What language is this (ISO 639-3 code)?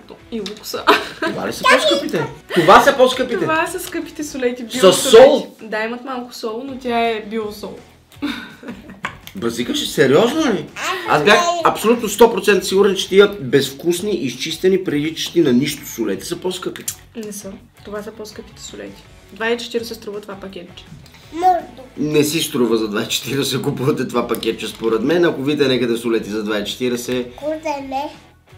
bul